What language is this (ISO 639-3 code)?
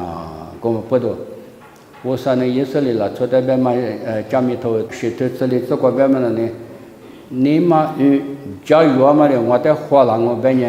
lis